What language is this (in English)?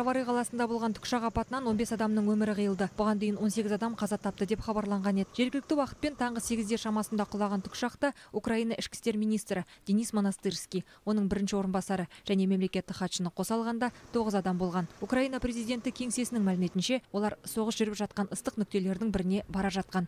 Kazakh